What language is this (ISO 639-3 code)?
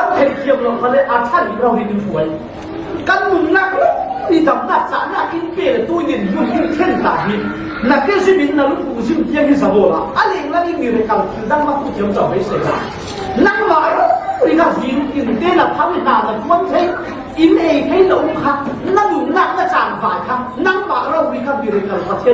cfm